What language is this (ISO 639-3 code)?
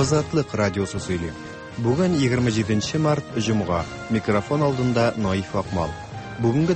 tat